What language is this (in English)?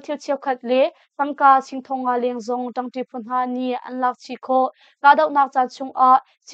Hakha Chin